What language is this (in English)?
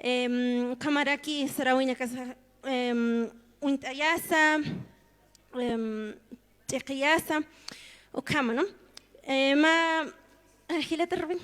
Aymara